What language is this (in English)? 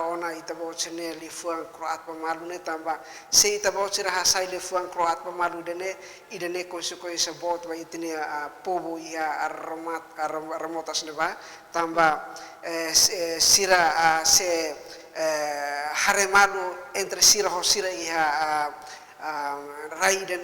Tetum